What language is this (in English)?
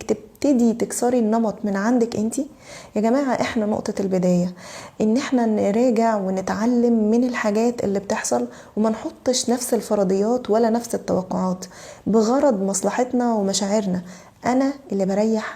Egyptian Arabic